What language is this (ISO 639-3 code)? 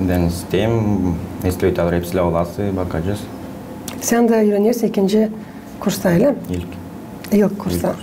gag